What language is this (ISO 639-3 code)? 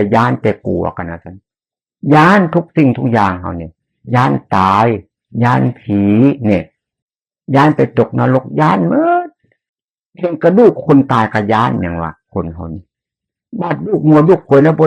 tts